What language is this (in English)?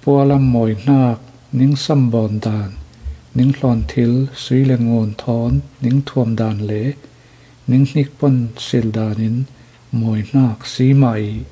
Falam Chin